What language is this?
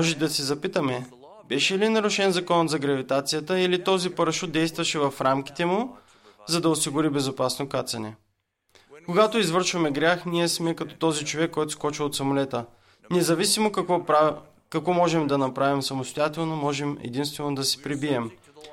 Bulgarian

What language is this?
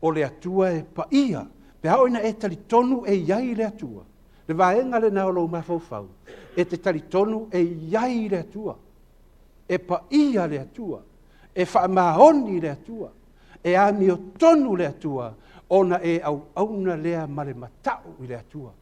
Samoan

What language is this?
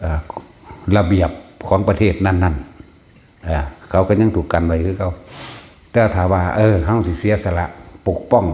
Northeastern Thai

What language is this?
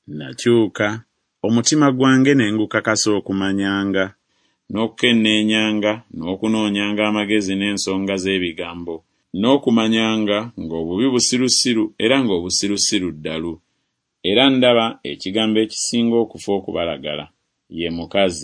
Ganda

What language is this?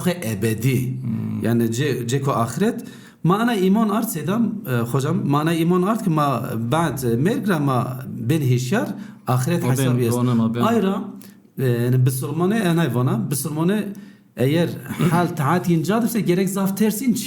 Zaza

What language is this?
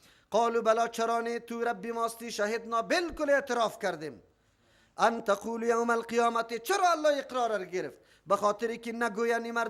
Persian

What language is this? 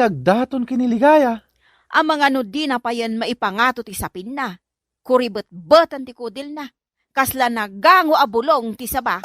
Iloko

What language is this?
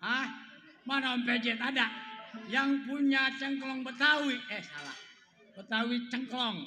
Betawi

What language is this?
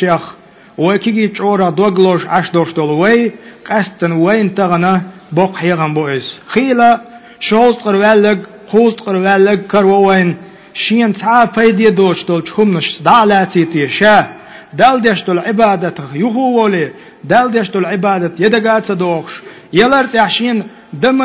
Chechen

